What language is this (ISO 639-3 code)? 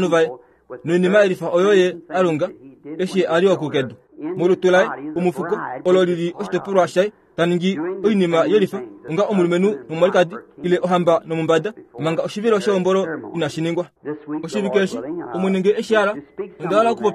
kua